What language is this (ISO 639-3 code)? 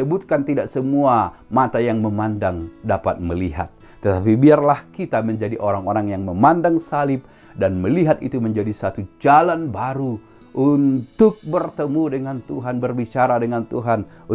ind